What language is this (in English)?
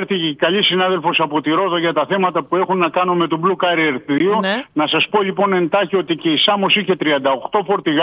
Greek